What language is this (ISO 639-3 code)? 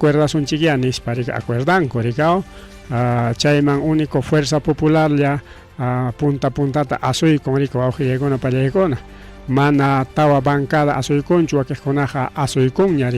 quy